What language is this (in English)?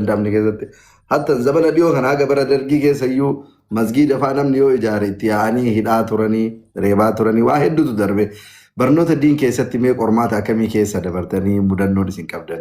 Oromo